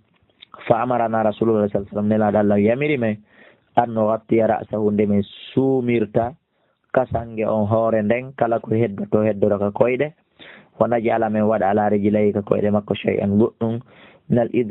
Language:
Fula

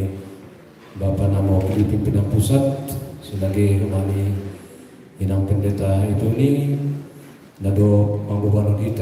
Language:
Batak Simalungun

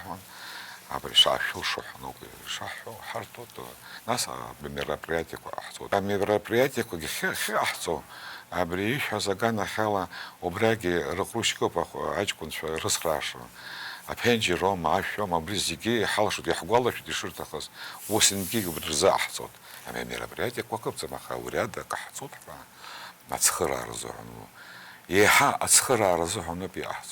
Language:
Abkhazian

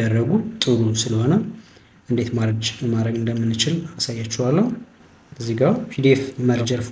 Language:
Amharic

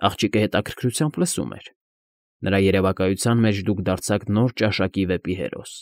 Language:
Armenian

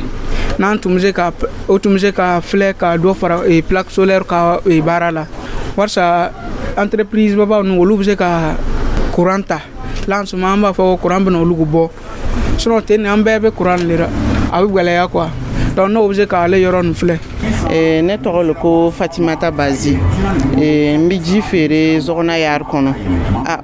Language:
Dyula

